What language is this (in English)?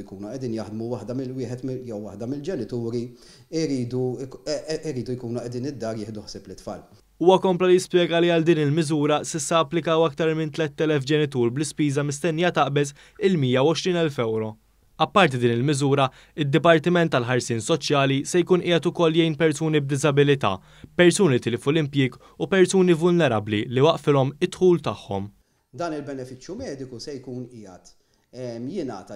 Maltese